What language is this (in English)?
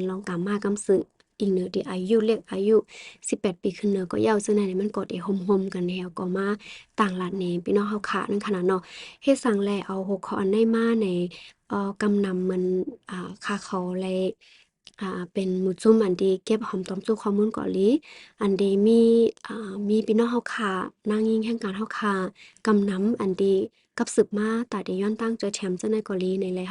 Shan